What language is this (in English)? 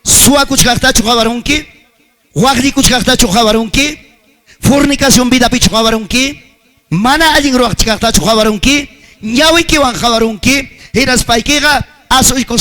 Ayacucho Quechua